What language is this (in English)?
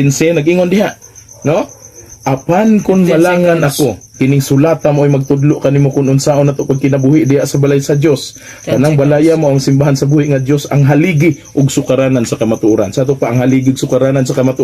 Cebuano